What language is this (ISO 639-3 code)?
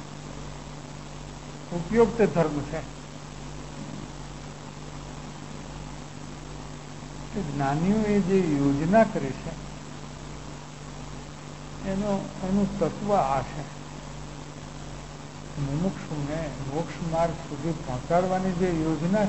guj